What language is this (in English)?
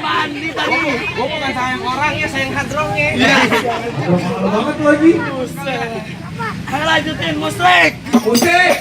Betawi